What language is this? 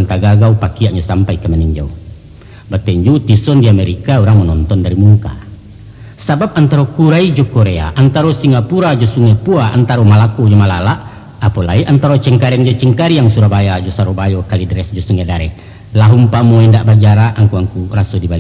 Minangkabau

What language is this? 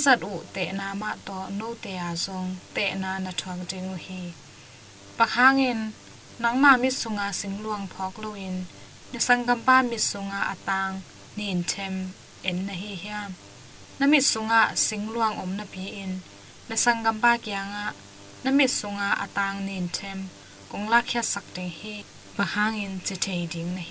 Tedim Chin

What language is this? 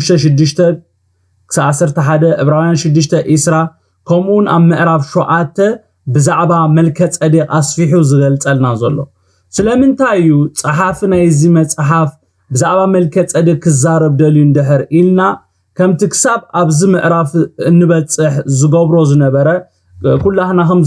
Tigrinya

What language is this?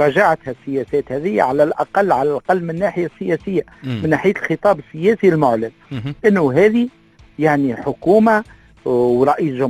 Tunisian Arabic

